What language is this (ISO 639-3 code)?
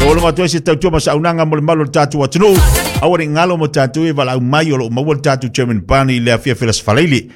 smo